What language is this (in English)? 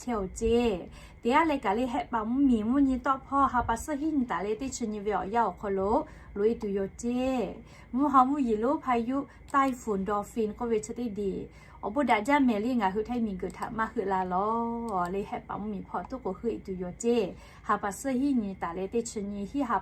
Lahu